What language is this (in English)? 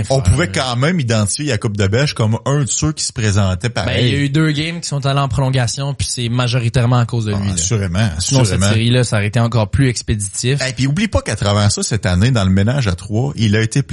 French